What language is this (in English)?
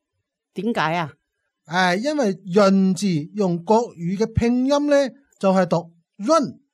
Cantonese